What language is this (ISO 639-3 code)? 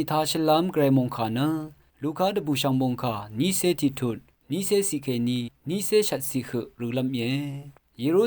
raw